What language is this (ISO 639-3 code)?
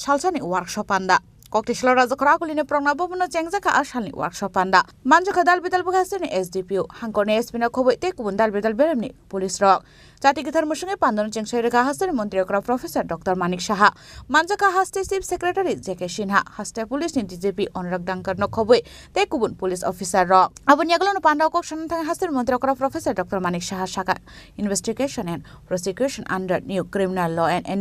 trp